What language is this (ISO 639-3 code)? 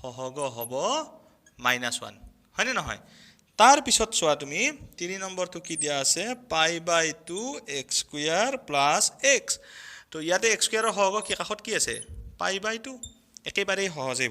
asm